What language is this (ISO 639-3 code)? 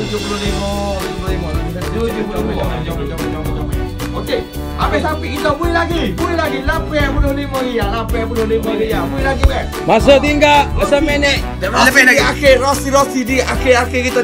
msa